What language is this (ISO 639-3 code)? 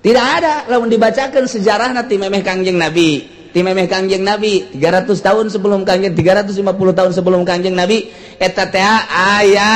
sun